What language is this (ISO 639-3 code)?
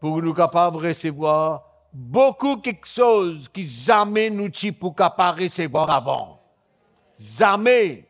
mfe